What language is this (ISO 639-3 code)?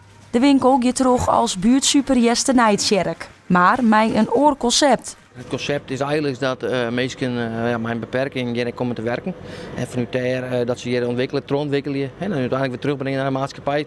fry